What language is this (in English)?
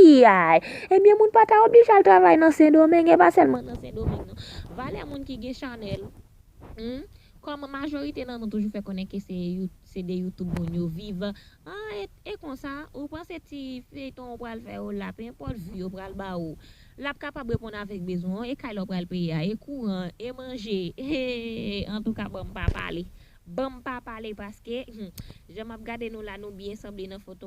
Haitian Creole